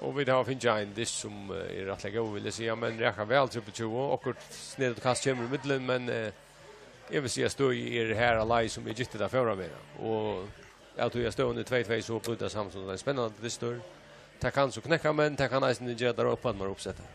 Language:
Faroese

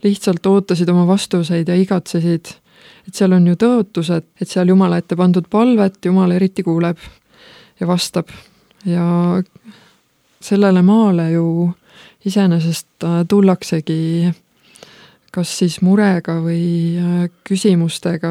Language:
Estonian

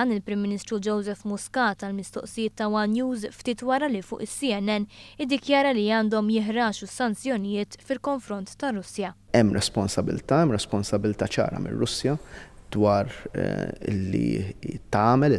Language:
Maltese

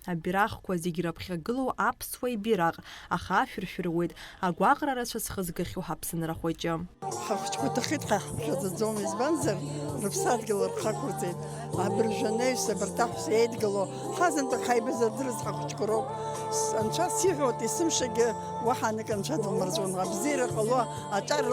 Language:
Abkhazian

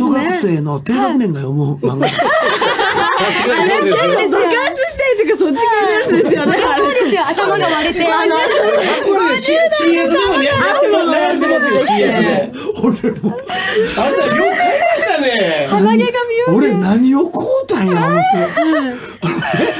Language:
Japanese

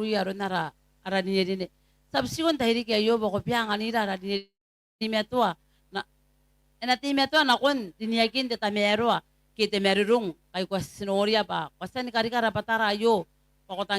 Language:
Gilbertese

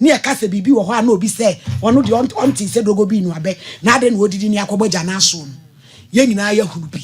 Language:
Akan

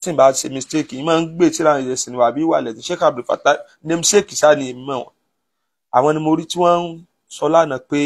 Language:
Yoruba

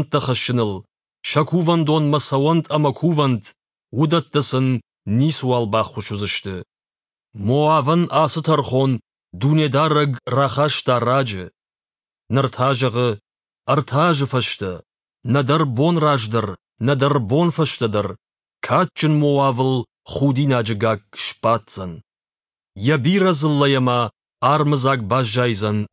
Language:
Ossetic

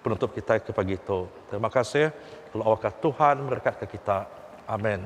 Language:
Iban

